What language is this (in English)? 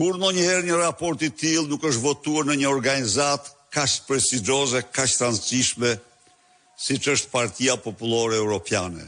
Albanian